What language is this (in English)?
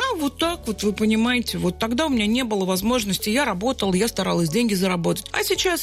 Russian